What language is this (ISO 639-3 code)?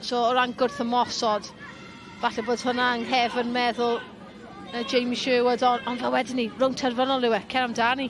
cym